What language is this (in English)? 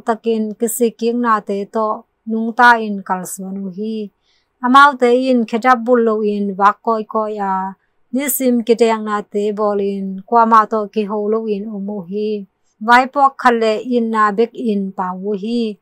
Tedim Chin